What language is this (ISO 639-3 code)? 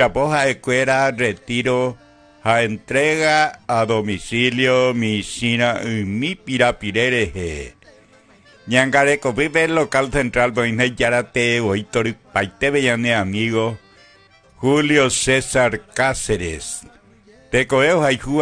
grn